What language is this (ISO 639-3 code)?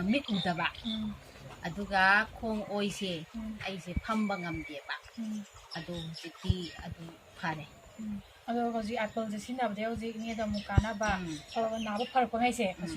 mni